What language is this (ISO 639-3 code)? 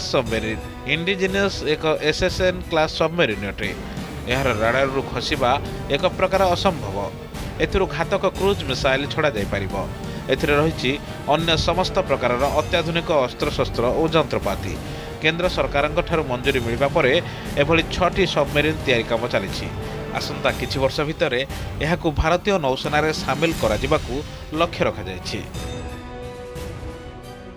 ori